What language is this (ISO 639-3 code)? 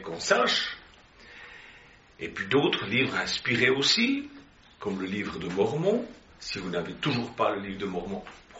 fra